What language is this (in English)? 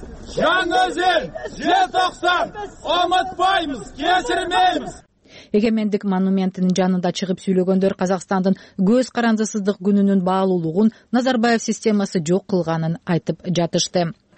Kyrgyz